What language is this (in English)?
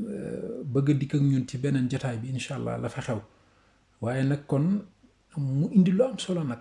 Wolof